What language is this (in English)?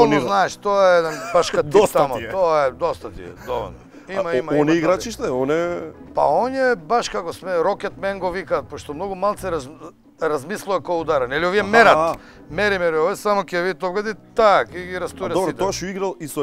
Macedonian